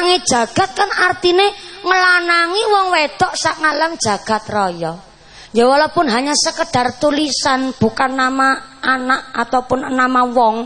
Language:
Javanese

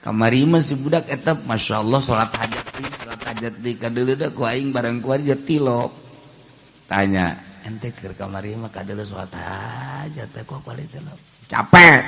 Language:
Sundanese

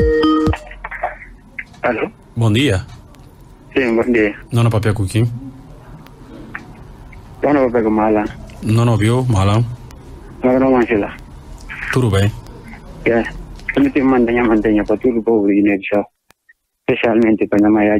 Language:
Portuguese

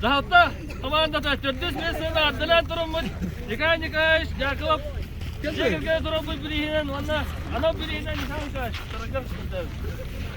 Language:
Yakut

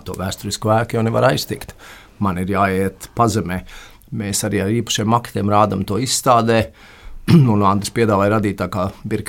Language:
Latvian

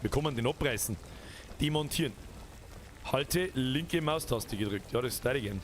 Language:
Bavarian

